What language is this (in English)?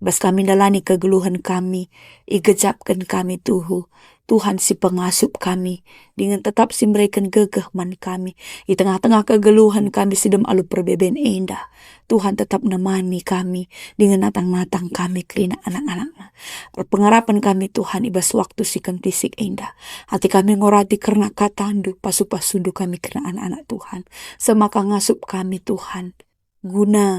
Batak Karo